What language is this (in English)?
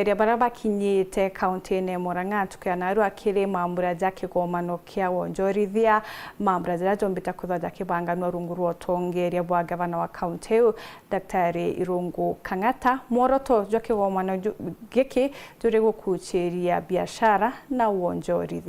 Meru